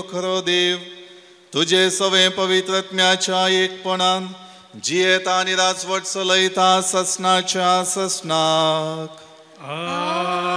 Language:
Konkani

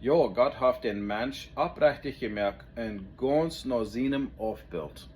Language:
Plautdietsch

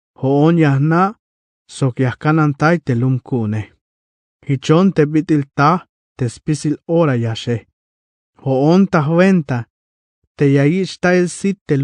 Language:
Tzeltal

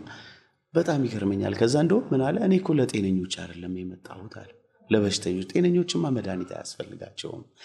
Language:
Amharic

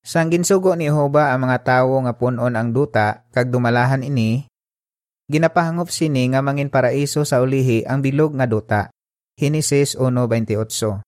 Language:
Hiligaynon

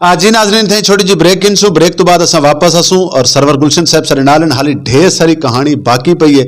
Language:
Saraiki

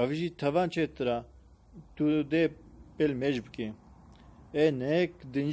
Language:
Kurdish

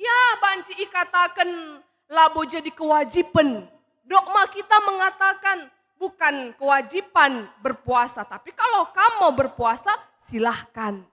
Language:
Batak Karo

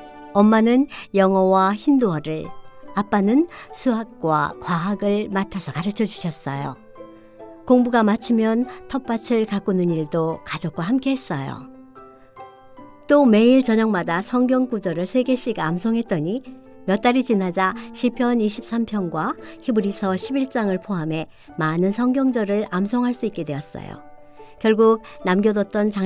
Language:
Korean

